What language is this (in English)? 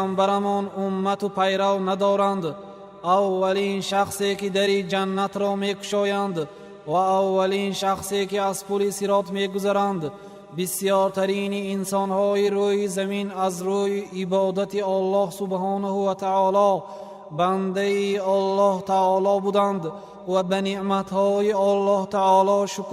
Tajik